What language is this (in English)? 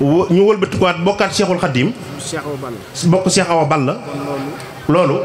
Wolof